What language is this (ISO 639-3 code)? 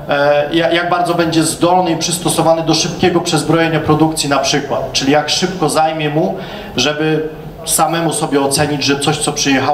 pol